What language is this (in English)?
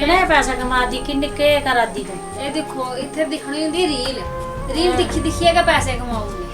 Dogri